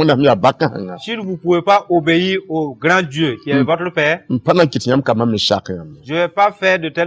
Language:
Mossi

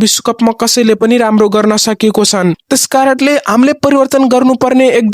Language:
Nepali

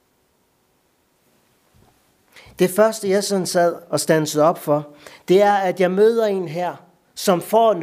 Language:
Danish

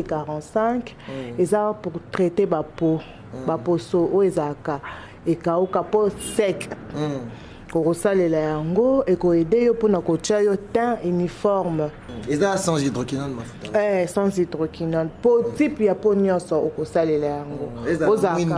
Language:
Lingala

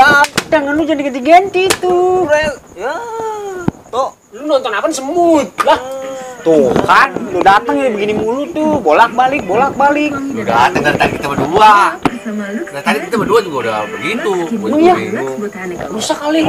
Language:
Betawi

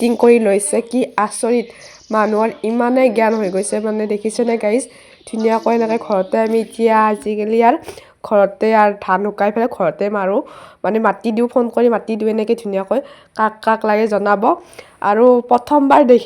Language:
Assamese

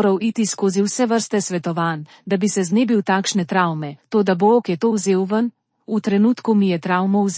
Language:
Slovenian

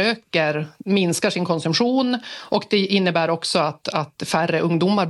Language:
Swedish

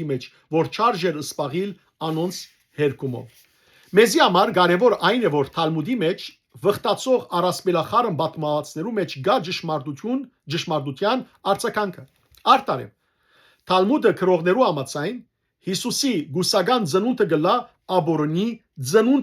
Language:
Western Armenian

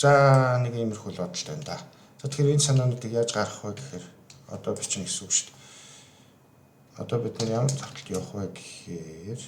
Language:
Mongolian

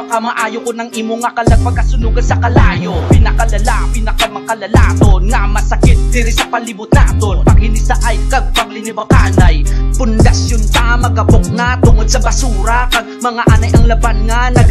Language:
Hiligaynon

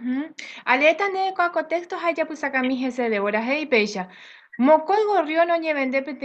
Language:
Guarani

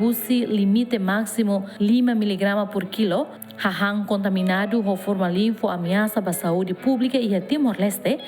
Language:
Tetum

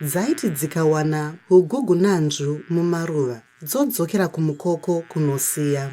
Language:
Shona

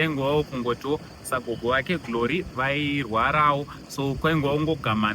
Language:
Shona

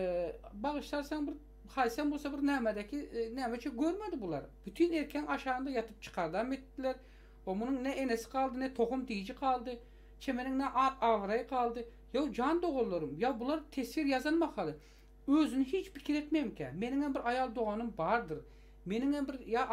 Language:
Turkmen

